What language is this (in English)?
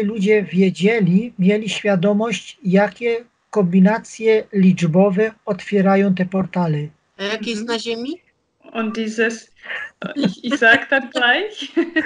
Polish